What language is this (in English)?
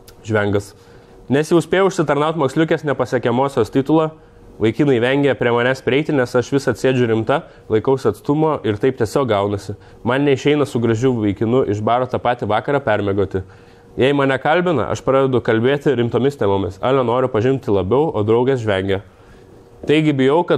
Lithuanian